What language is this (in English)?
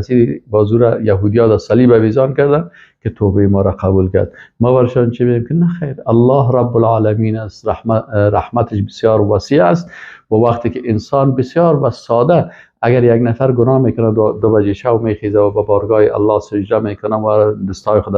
Persian